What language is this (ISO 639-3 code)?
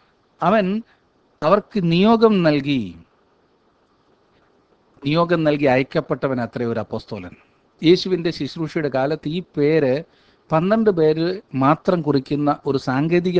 mal